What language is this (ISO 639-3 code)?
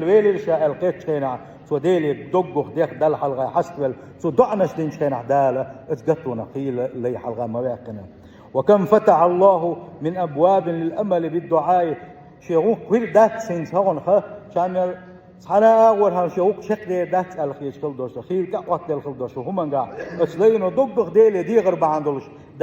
che